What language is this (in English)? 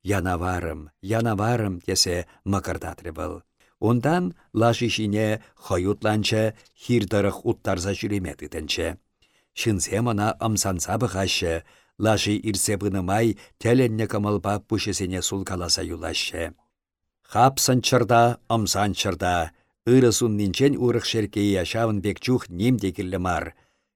Chuvash